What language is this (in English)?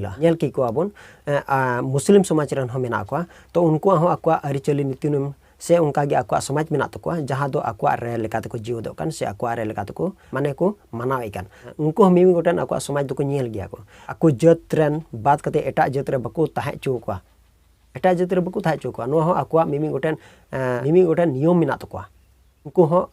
Santali